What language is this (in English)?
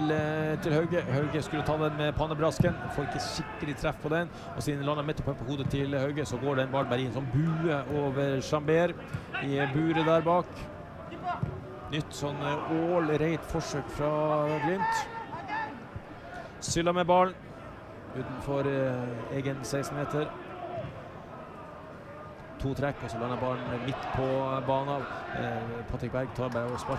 Norwegian